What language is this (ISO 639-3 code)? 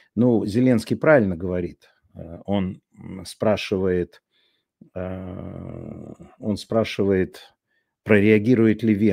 rus